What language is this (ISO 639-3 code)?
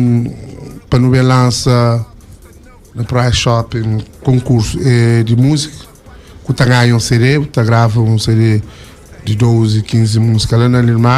kea